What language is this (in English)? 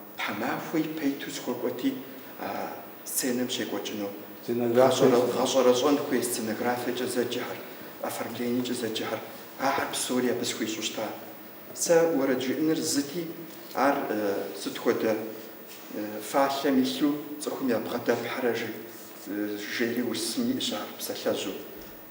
Kabardian